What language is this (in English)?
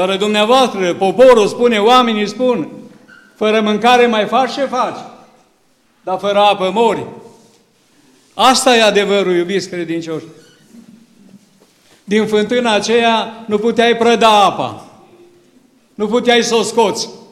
Romanian